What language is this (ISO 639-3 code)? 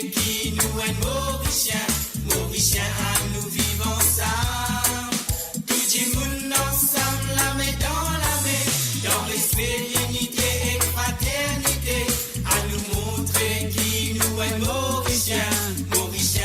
mfe